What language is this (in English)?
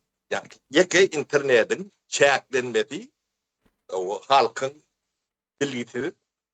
Turkmen